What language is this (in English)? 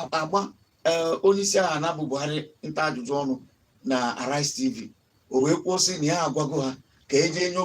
Igbo